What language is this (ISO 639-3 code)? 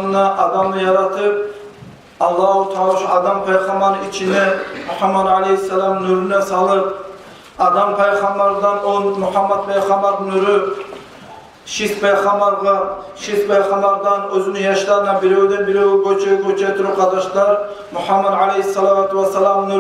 kum